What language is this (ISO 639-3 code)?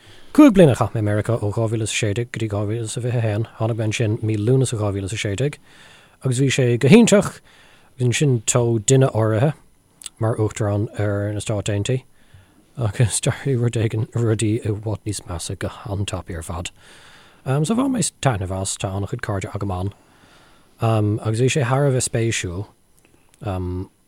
gle